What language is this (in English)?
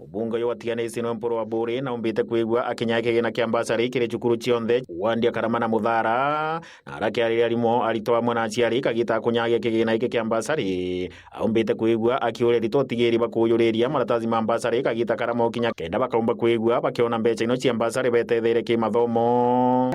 Meru